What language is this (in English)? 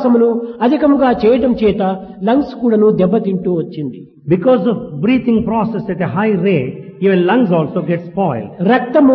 Telugu